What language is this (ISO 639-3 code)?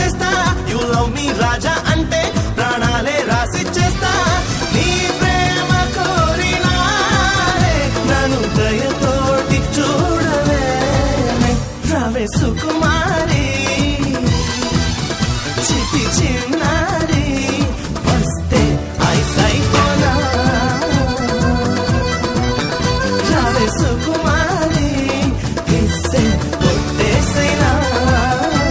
tel